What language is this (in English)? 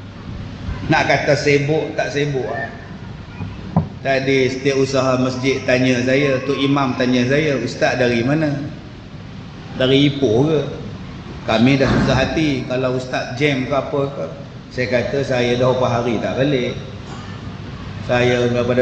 Malay